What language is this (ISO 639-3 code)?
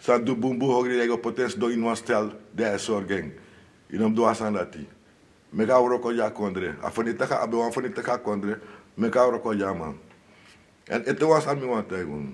srn